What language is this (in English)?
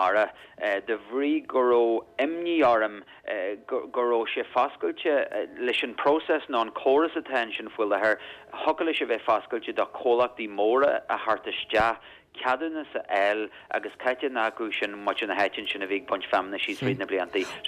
Irish